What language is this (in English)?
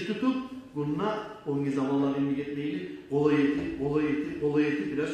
Kumyk